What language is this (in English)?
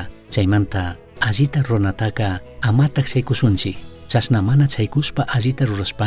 Chimborazo Highland Quichua